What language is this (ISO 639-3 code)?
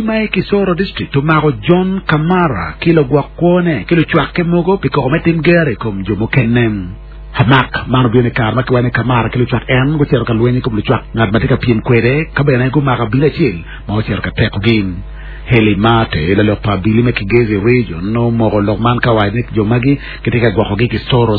ach